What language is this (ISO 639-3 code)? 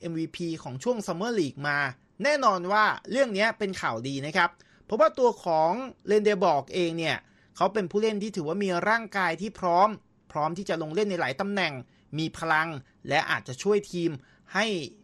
tha